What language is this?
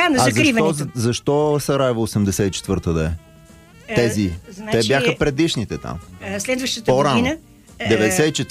Bulgarian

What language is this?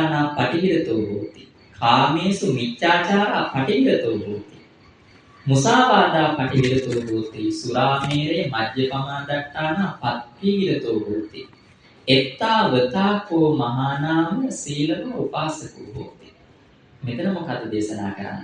Sinhala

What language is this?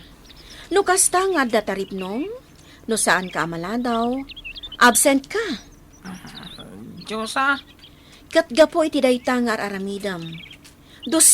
Iloko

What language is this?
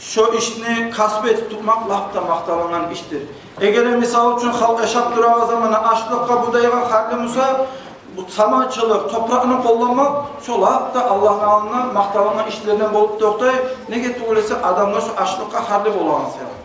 Kumyk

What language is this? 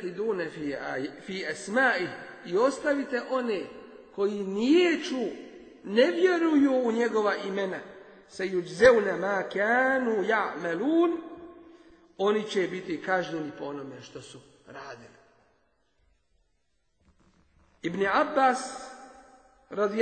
Bosnian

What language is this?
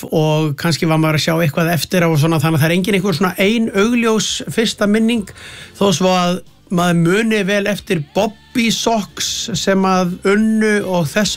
Icelandic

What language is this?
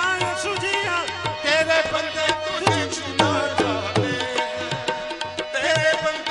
Hindi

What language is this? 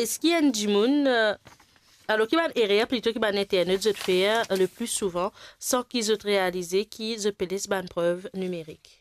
Morisyen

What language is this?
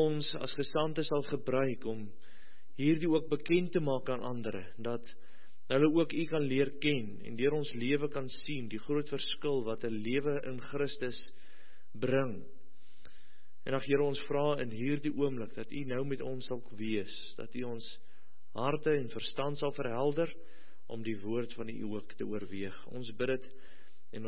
Afrikaans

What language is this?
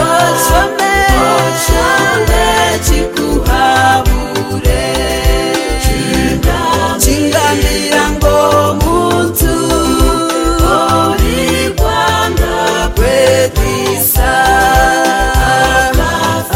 Kinyarwanda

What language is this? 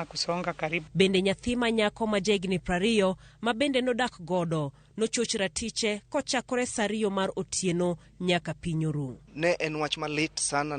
Luo (Kenya and Tanzania)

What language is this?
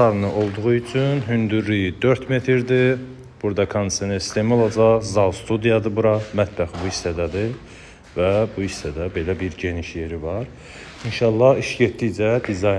Azerbaijani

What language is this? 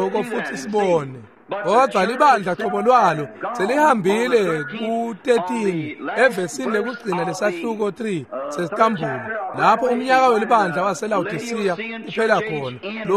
Swati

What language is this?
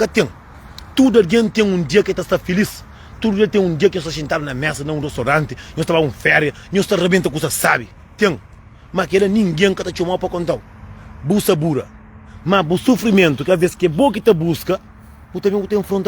Kabuverdianu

